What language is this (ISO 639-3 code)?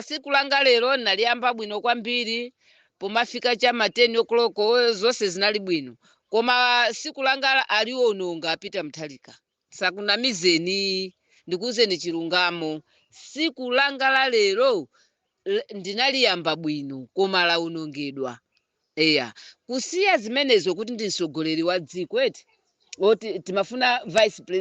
nya